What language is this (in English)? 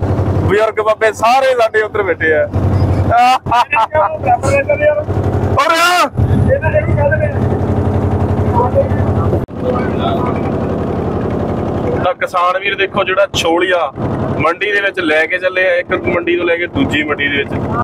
Punjabi